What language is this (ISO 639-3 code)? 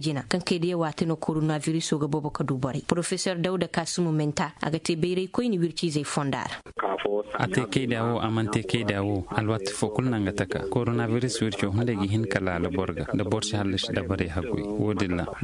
dje